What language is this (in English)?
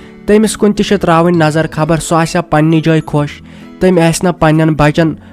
Kashmiri